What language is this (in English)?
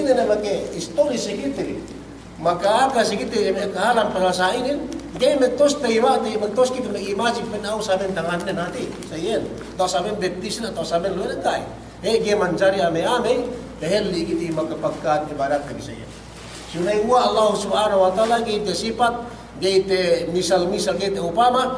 Yakan